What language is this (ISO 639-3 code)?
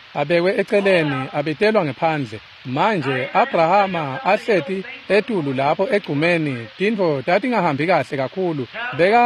ssw